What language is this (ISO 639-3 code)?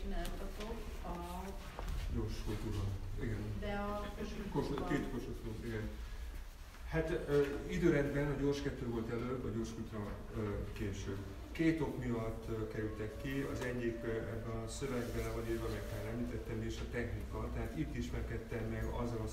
hun